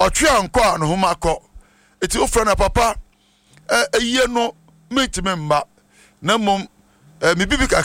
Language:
Akan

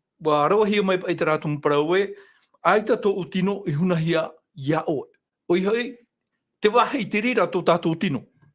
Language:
Tahitian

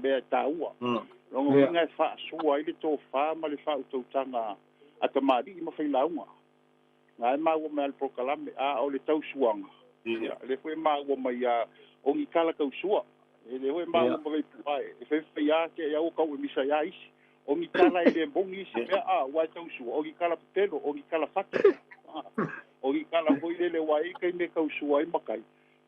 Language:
Samoan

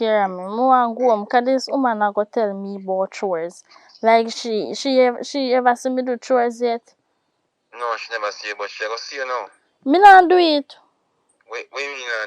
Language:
Jamaican Creole English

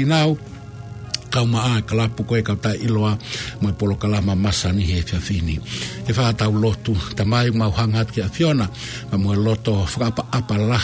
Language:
Tongan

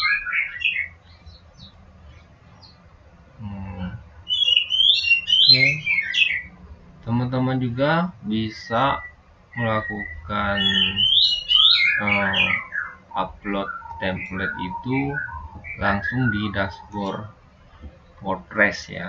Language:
Indonesian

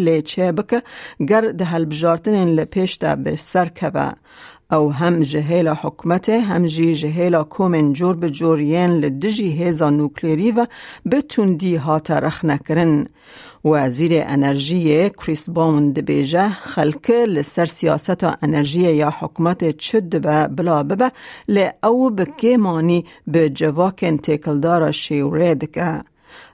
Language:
Kurdish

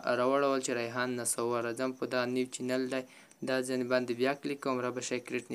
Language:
Pashto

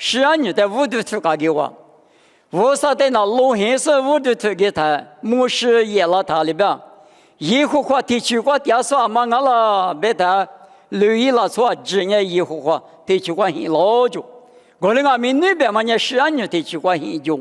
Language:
Lisu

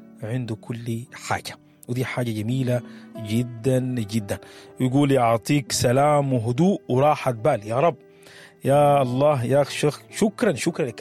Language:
Sudanese Arabic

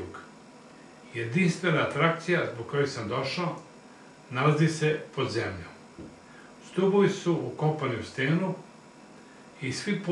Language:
Serbian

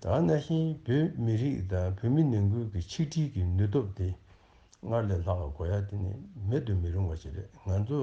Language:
Tibetan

